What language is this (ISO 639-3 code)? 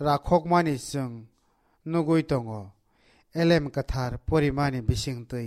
trp